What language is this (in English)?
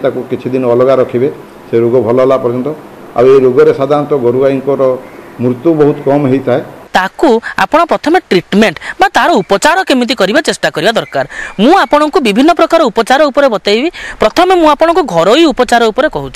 Odia